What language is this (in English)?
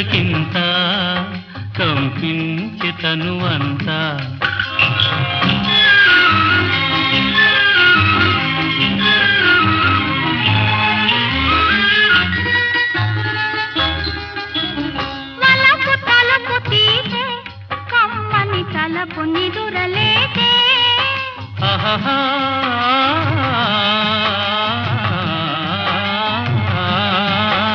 Telugu